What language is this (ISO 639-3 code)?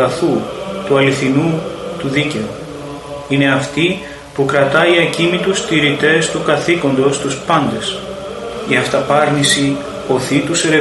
ell